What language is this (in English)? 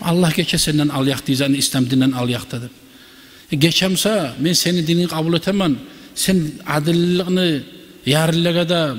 Kumyk